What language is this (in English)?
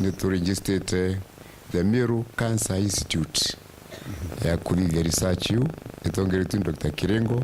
Meru